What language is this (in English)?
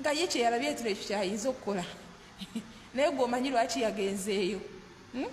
Ganda